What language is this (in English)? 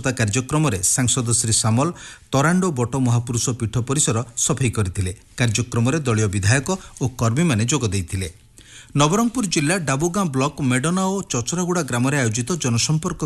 Odia